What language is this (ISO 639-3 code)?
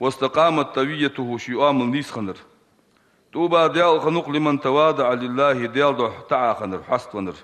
inh